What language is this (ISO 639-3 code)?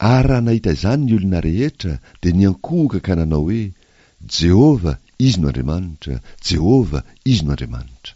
mlg